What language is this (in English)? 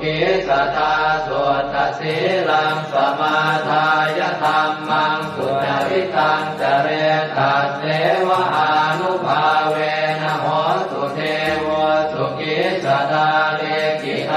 Pali